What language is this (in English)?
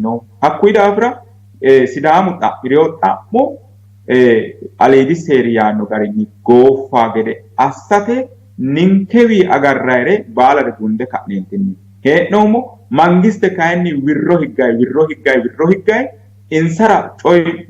Sidamo